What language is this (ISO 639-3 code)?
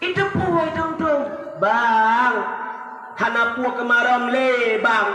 ace